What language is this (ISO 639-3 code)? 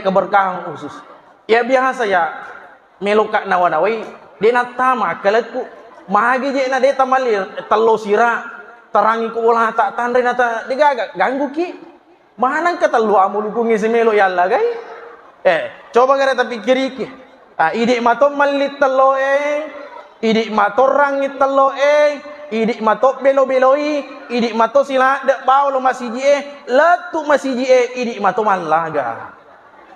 bug